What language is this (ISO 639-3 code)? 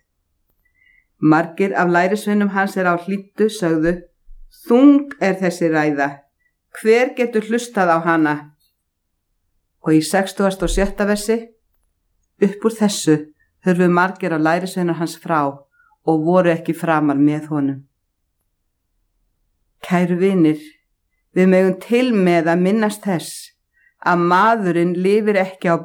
isl